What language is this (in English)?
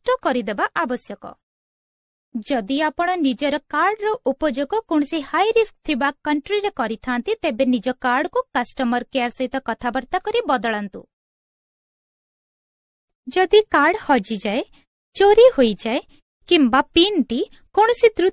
Odia